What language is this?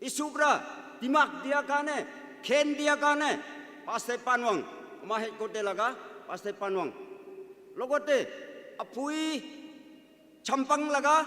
Naga Pidgin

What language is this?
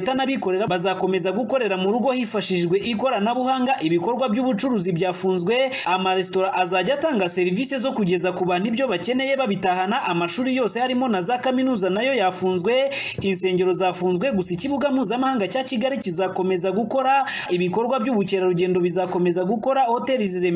Kinyarwanda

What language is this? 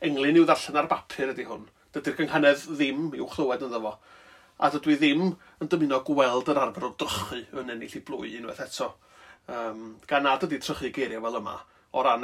Welsh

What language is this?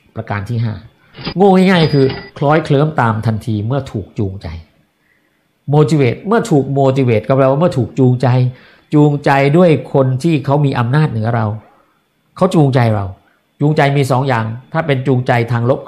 Thai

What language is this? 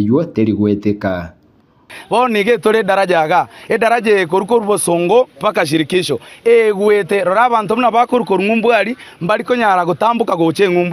Gusii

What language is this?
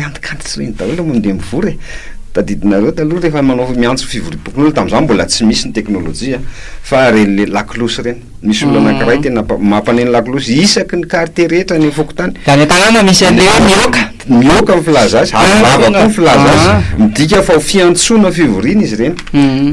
Malagasy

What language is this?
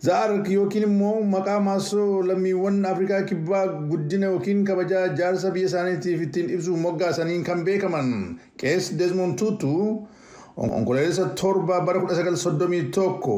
Oromo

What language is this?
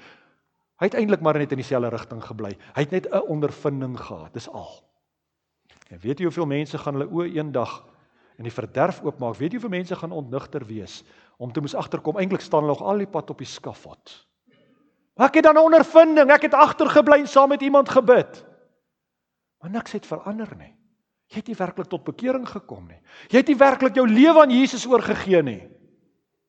Afrikaans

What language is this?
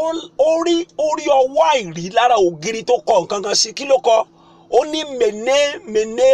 Yoruba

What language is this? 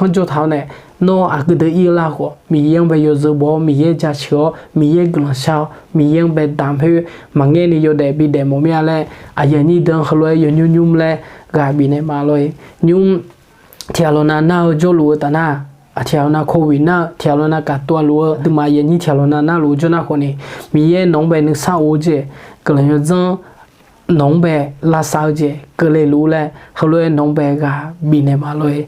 Akha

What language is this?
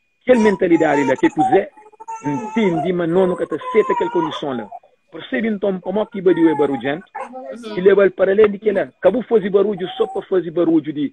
Kabuverdianu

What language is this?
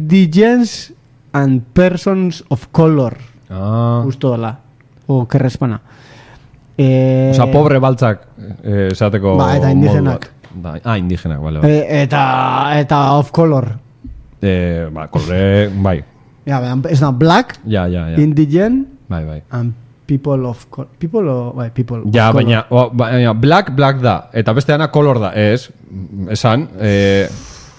Basque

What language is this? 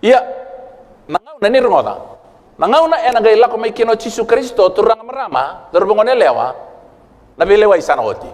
Fijian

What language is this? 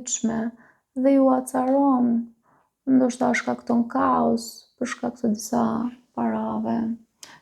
Albanian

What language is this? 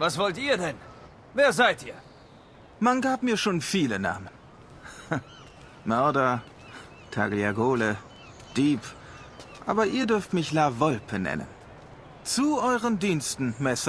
Bavarian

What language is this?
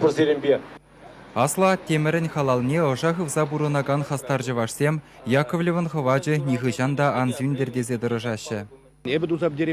Chuvash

